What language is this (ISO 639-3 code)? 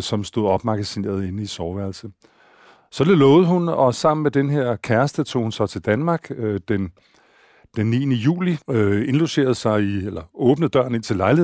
dan